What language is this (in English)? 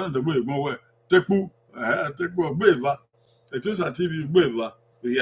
Bini